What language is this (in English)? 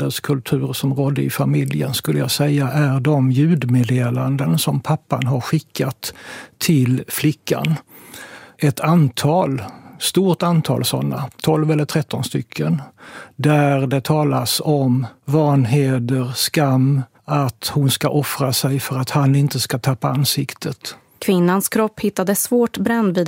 Swedish